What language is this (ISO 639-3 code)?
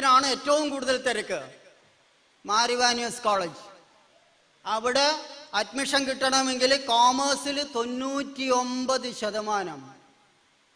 mal